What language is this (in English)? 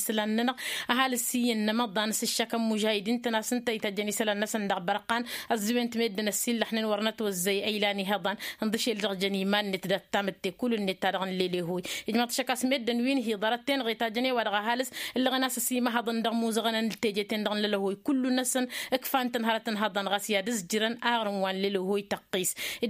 Tamasheq